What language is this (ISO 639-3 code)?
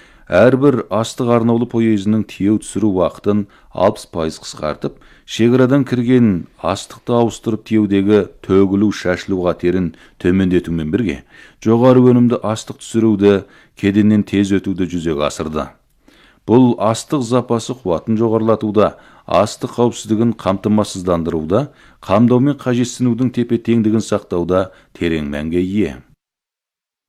kaz